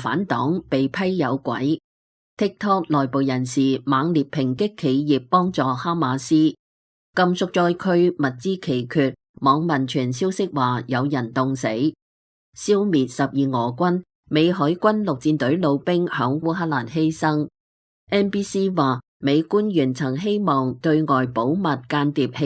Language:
Cantonese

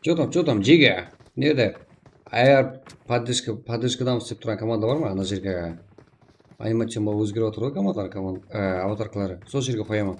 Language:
Kara-Kalpak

